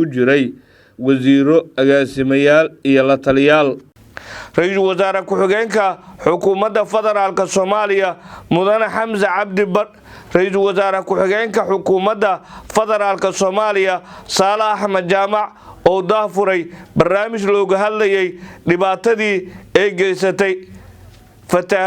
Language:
Somali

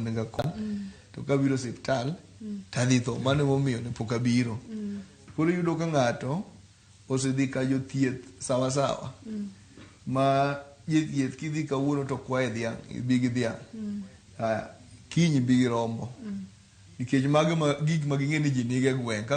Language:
Luo (Kenya and Tanzania)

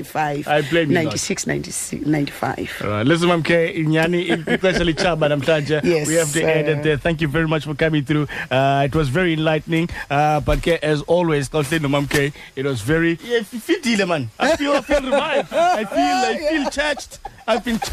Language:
Xhosa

